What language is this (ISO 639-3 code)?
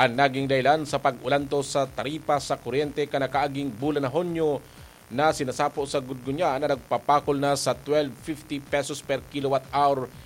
bik